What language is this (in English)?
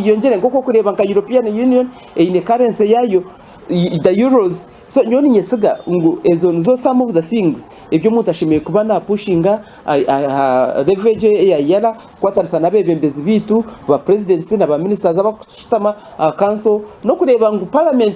Nyankole